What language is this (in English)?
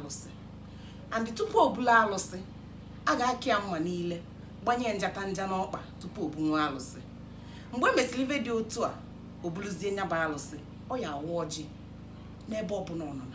Igbo